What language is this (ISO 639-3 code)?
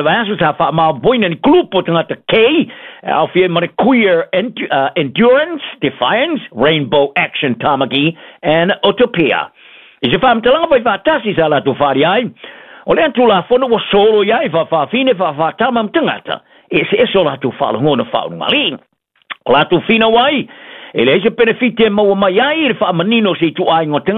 smo